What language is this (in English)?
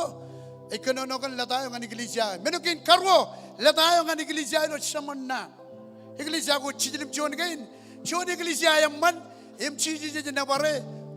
Marshallese